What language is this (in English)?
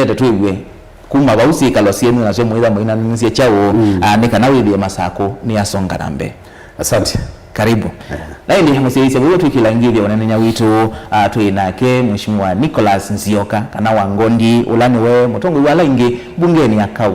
Kamba